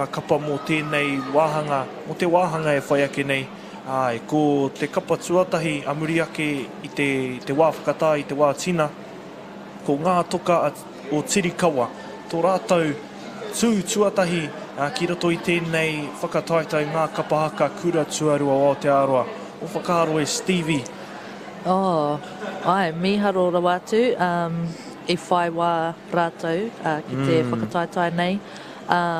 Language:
Māori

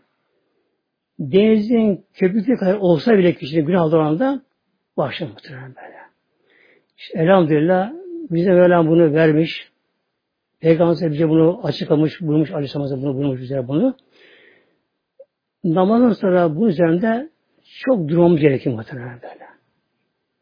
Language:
Turkish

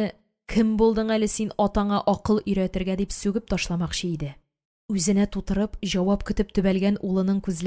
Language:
Tatar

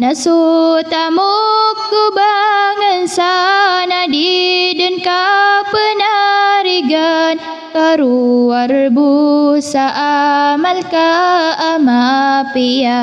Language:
Maranao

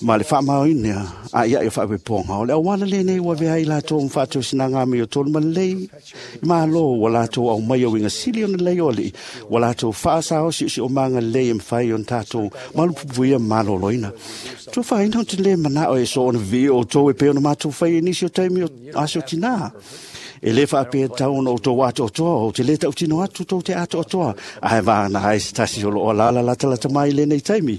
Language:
Samoan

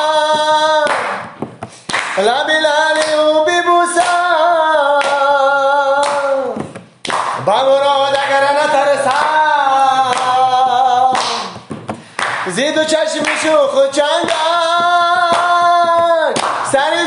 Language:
Persian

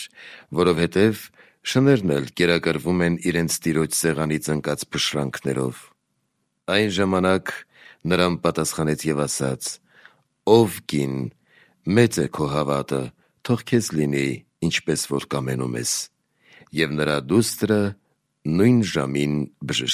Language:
Armenian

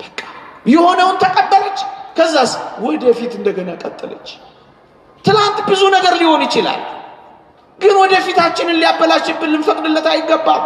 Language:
Amharic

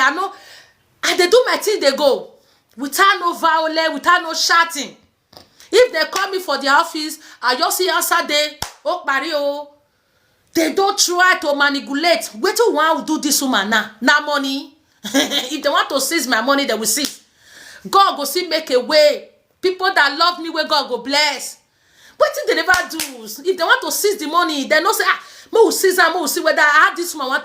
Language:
Nigerian Pidgin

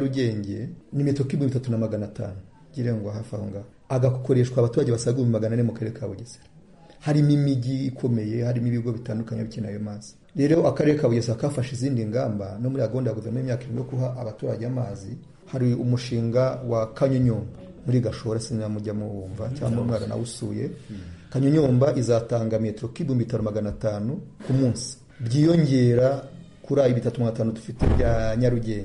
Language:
Kinyarwanda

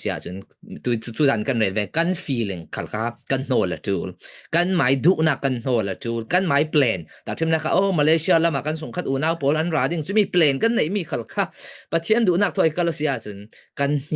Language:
Falam Chin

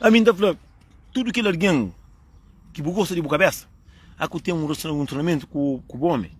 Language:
Kabuverdianu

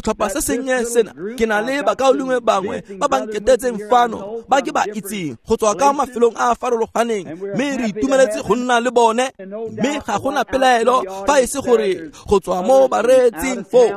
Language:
Tswana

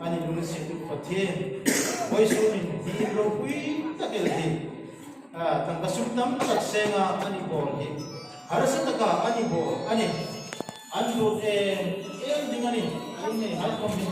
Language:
Hmar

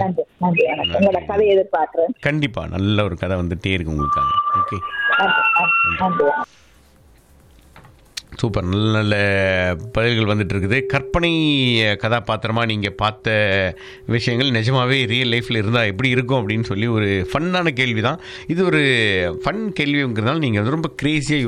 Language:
Tamil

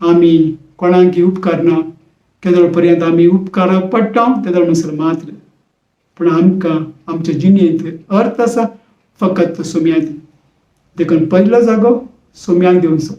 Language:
Konkani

